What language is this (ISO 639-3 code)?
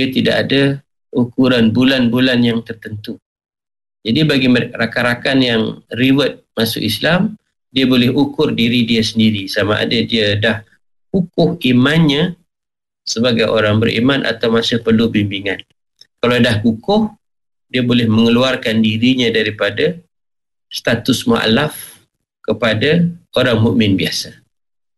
msa